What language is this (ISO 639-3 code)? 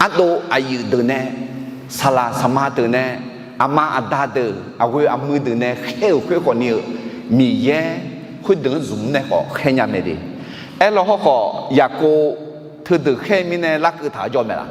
ahk